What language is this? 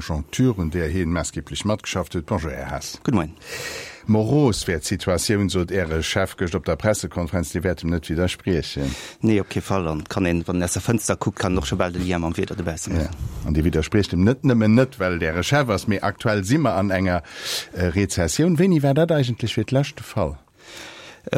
Luxembourgish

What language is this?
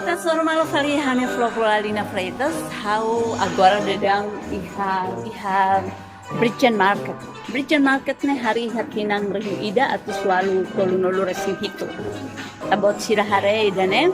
Tetum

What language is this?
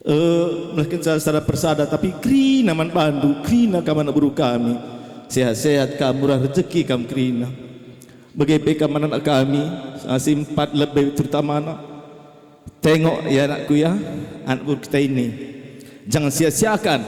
Batak Karo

